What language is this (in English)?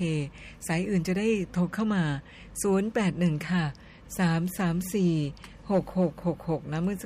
Thai